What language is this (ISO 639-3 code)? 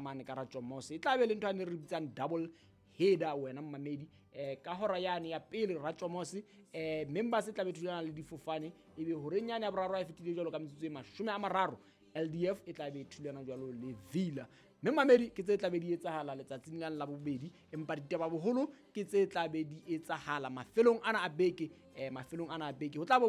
sot